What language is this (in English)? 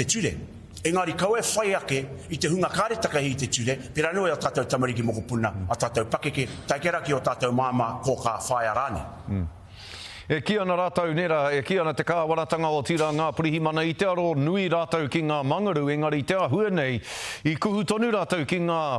Māori